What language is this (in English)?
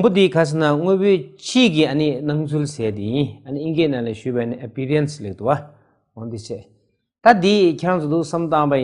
Tibetan